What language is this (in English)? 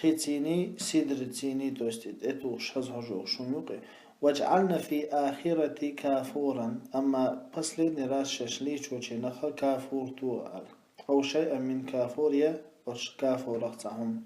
Chechen